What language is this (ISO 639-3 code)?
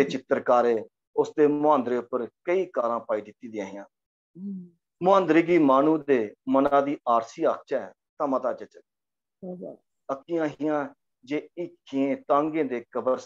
doi